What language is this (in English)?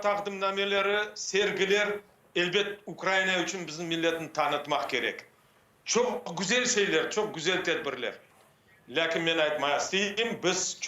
Crimean Tatar